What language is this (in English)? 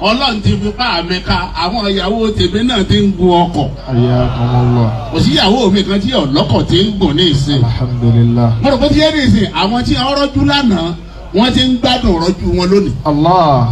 Yoruba